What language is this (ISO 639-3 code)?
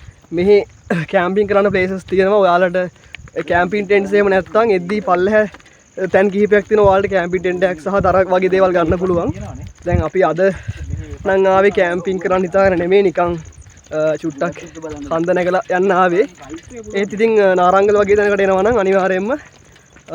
sin